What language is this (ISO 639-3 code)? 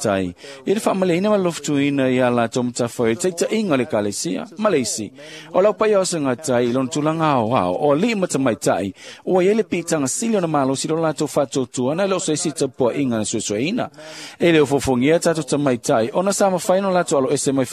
smo